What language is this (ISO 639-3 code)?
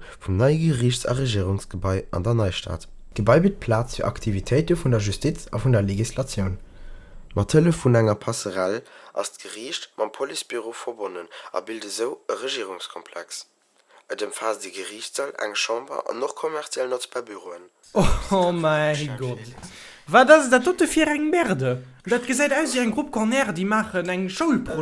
ltz